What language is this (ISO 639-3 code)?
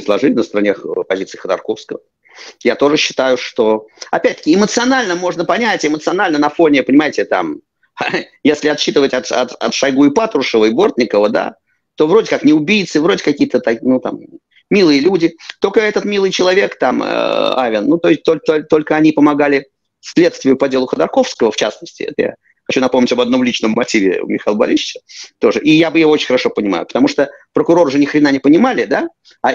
rus